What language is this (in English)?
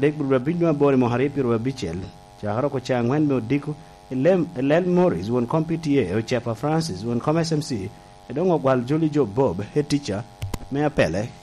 Lango (Uganda)